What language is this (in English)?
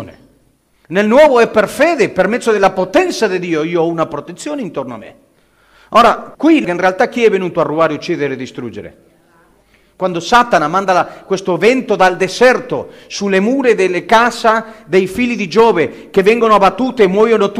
Italian